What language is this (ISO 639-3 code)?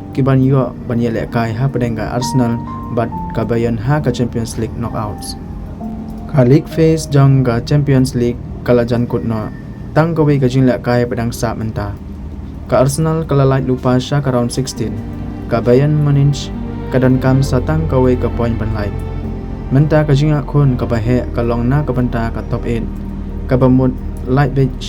kha